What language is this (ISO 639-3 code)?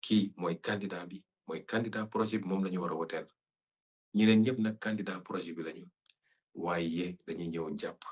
wol